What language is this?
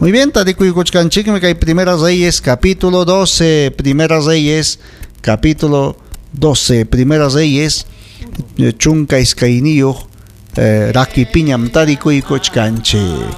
Ayacucho Quechua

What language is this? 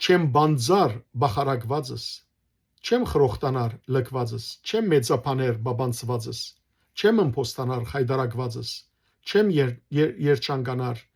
Western Armenian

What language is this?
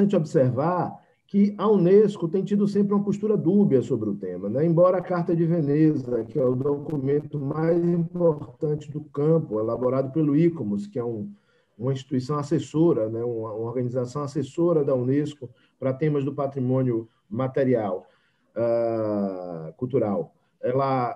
Portuguese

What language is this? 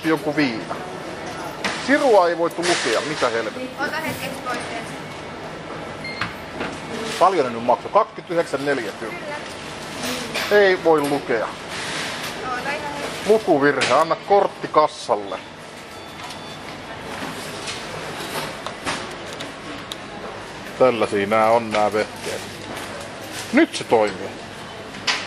Finnish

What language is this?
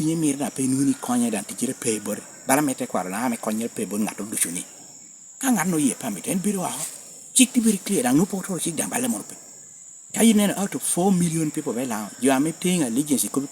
Lango (Uganda)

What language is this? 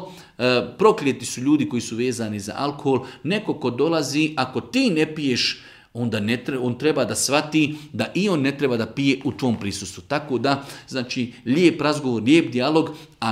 Bosnian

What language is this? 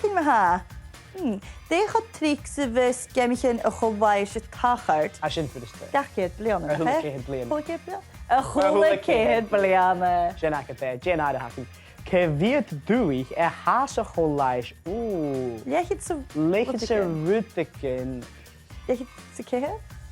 Scottish Gaelic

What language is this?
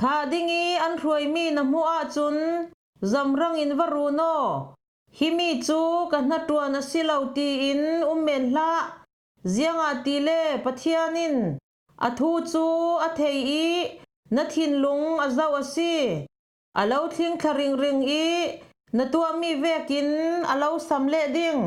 Falam Chin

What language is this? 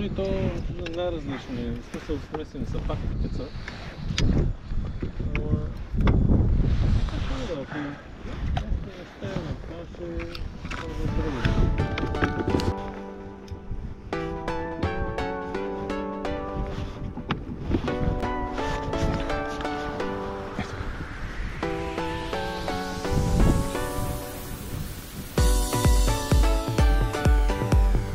Bulgarian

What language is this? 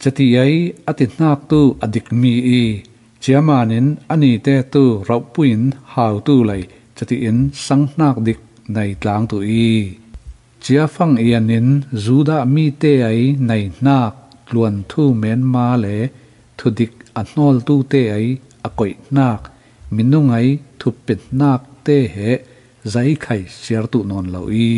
Falam Chin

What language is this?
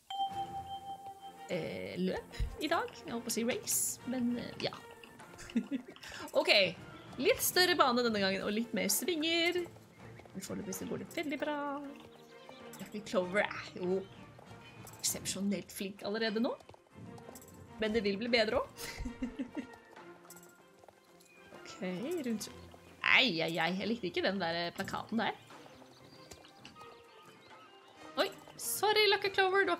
Norwegian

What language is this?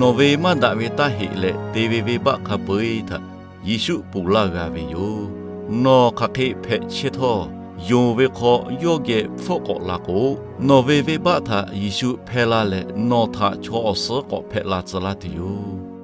Lahu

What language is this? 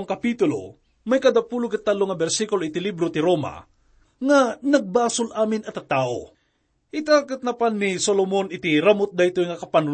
Iloko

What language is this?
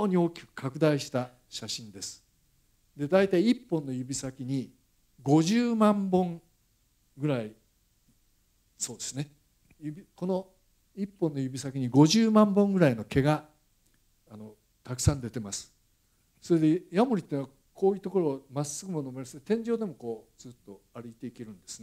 Japanese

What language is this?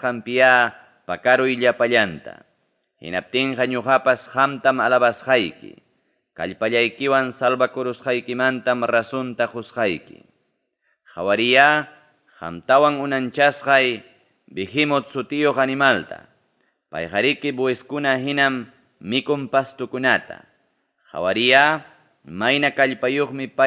Ayacucho Quechua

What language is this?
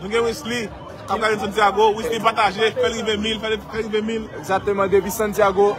Haitian Creole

